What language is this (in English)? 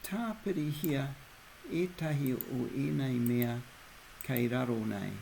Māori